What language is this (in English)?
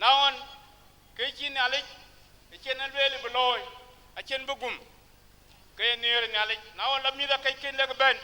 Dinka